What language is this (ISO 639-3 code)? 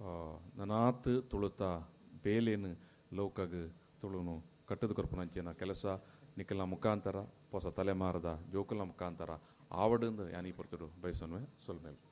tcy